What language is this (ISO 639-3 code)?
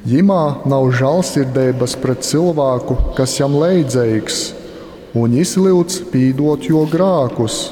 ltg